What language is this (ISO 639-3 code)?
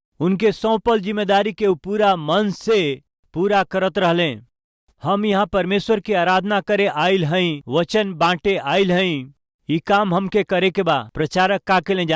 bho